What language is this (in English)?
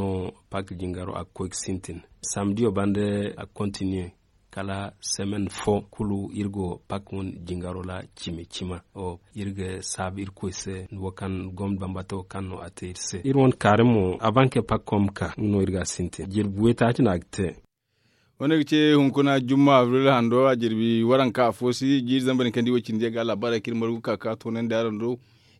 Zarma